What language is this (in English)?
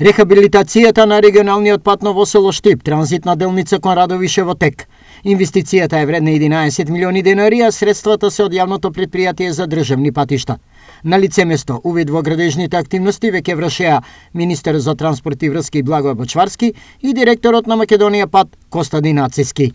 Macedonian